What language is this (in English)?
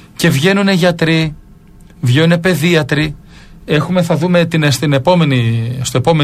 Greek